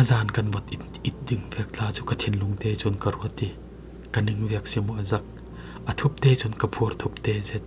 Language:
Falam Chin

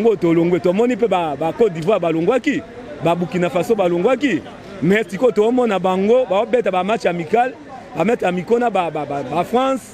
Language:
Lingala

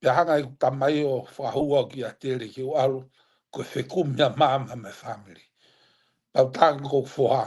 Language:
Tongan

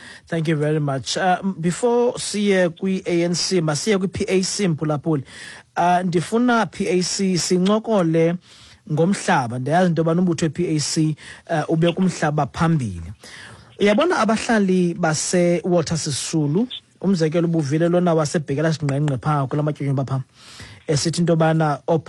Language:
Xhosa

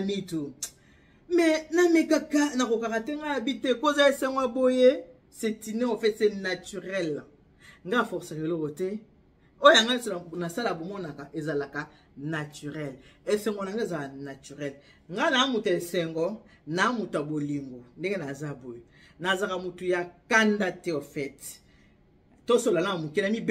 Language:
Lingala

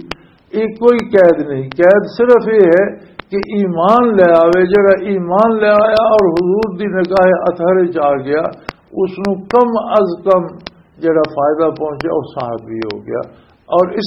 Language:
Western Panjabi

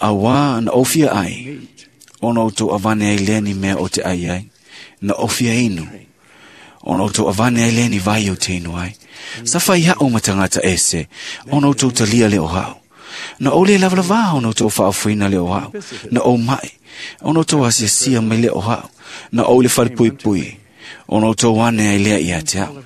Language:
Samoan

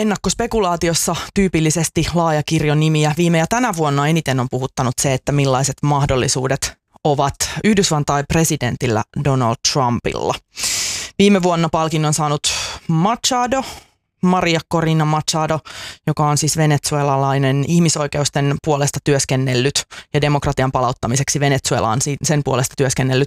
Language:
Finnish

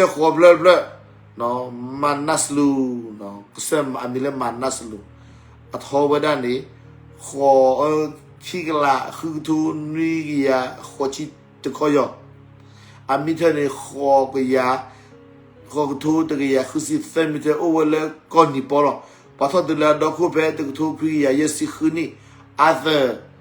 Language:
S'gaw Karen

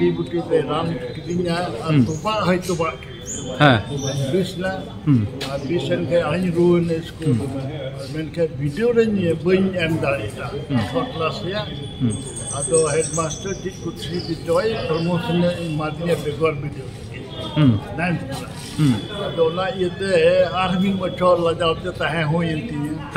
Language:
Santali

